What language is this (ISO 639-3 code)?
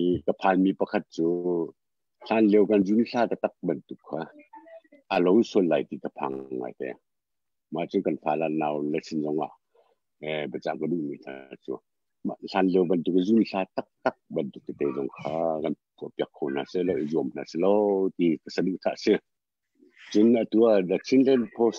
cnh